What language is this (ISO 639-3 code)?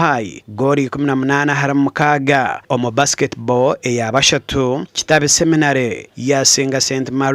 nyn